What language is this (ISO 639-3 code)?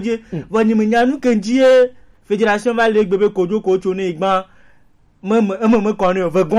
gej